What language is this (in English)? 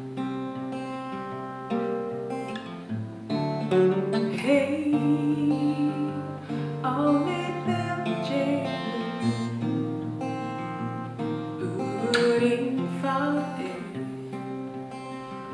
Icelandic